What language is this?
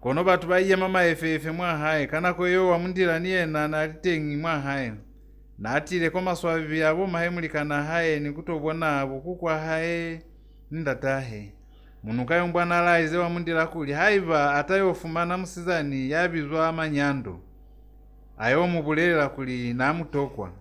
Lozi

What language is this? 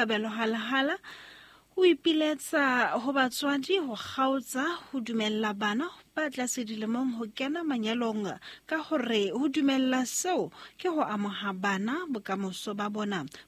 Southern Sotho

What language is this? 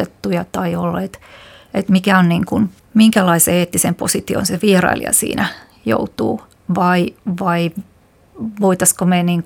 Finnish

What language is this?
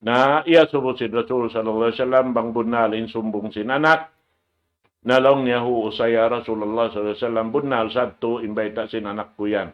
Tausug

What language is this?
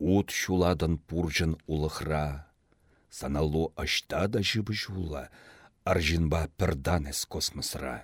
Chuvash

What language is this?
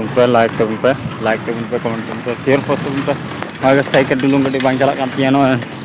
Santali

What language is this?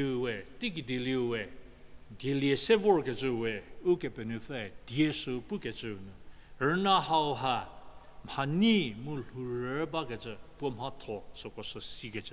Angami Naga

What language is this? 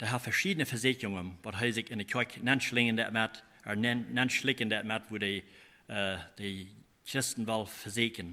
Plautdietsch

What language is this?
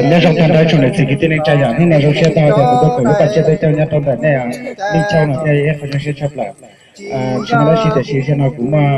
Hmong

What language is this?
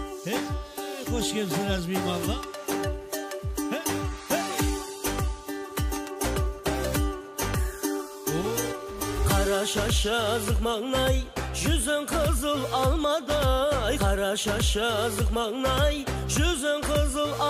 Kazakh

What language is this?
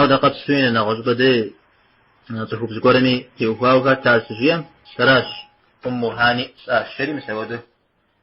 Kabardian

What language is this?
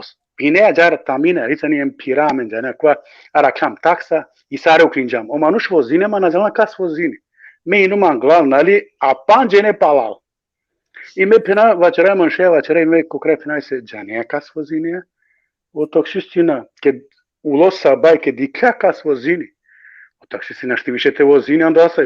Balkan Romani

